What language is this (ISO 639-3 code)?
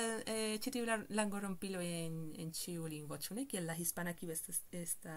epo